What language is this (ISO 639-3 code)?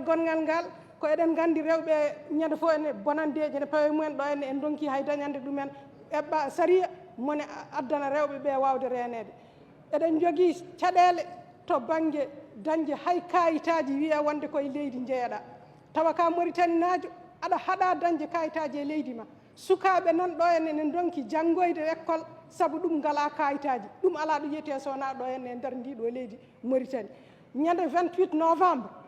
ful